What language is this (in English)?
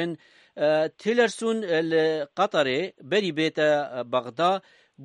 Kurdish